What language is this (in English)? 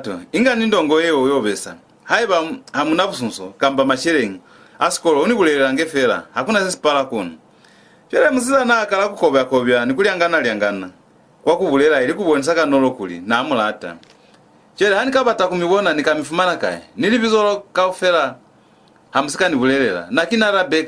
Lozi